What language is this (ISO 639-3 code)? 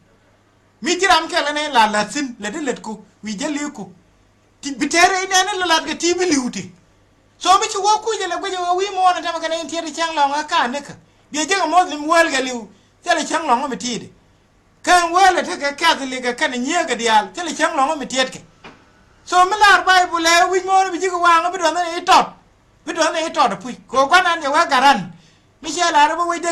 nus